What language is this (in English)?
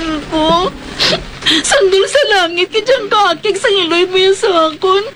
Hiligaynon